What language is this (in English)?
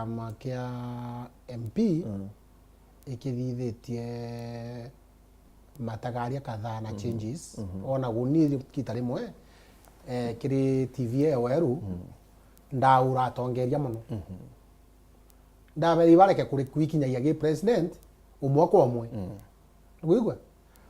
Meru